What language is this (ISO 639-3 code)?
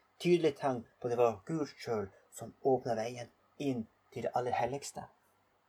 nor